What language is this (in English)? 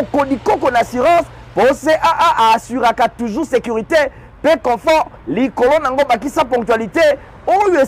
Lingala